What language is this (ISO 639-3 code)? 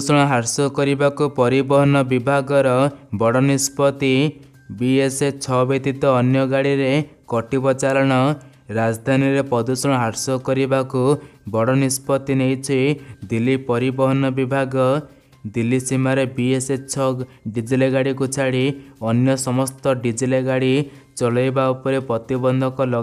ori